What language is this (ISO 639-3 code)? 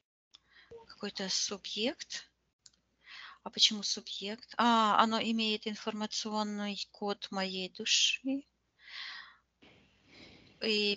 rus